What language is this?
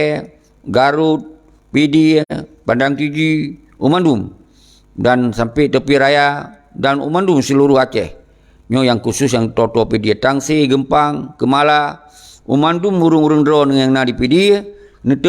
Achinese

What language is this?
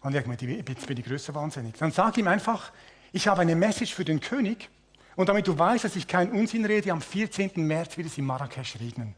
Swiss German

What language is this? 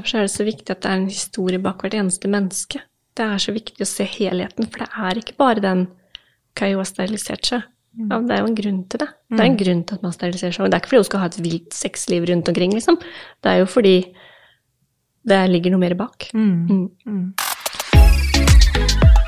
Norwegian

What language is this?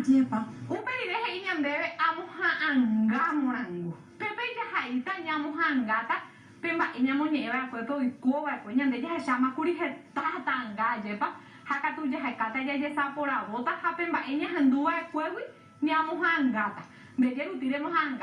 Guarani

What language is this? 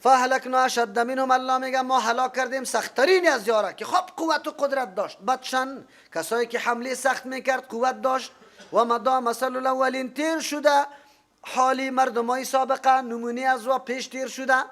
Persian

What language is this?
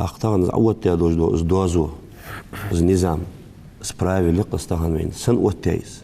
Ingush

